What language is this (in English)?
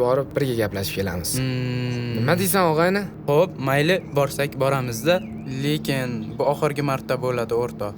Uzbek